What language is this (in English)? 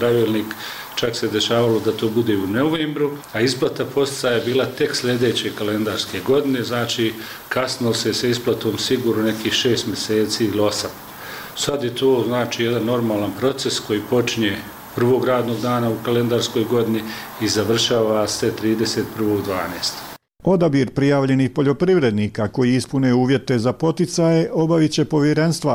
Croatian